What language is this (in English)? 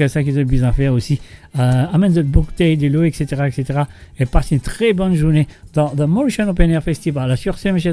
Morisyen